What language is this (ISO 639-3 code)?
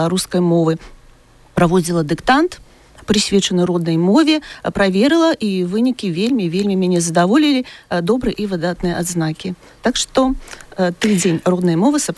bel